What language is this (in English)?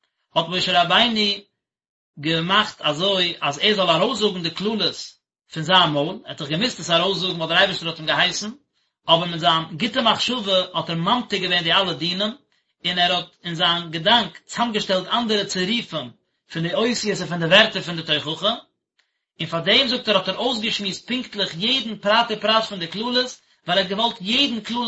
Yiddish